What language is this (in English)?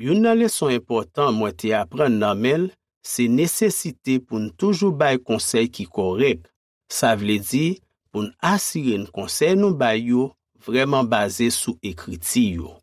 Haitian Creole